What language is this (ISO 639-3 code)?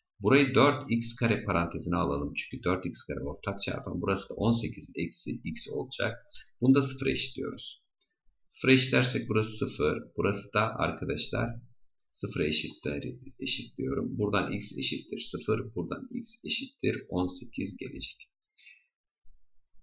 tur